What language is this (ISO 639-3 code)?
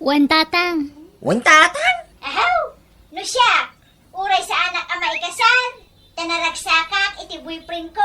ilo